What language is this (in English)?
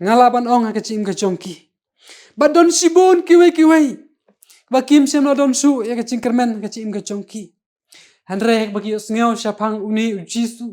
Khasi